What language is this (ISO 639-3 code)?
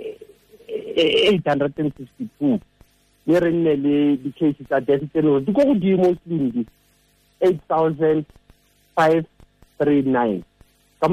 tsn